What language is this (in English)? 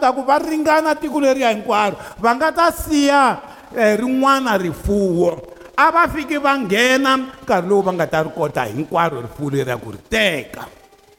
Tsonga